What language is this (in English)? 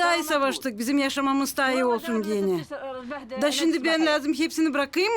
Gagauz